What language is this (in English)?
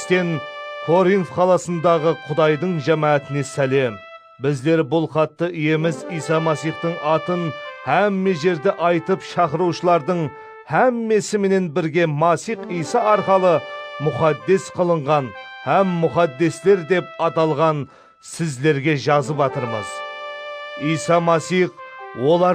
Kara-Kalpak